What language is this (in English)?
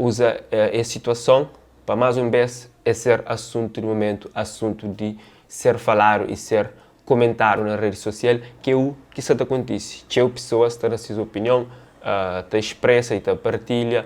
Kabuverdianu